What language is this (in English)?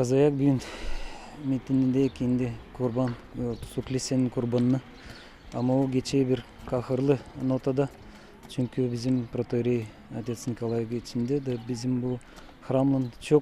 Gagauz